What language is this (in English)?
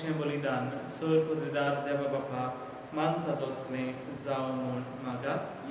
Konkani